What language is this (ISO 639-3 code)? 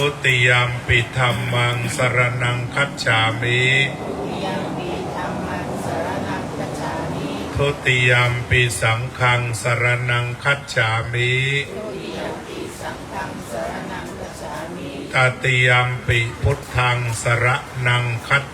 pli